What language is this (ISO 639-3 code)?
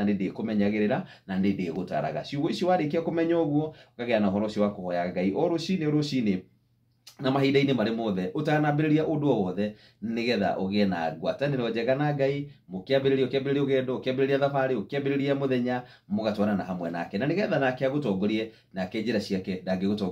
kik